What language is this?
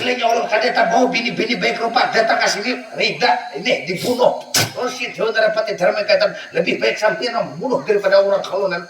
Banjar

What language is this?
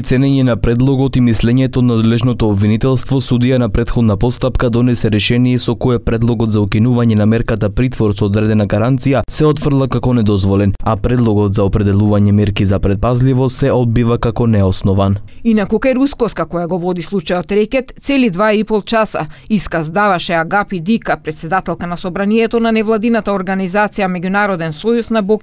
Macedonian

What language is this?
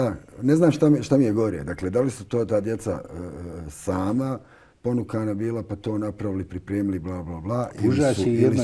Bosnian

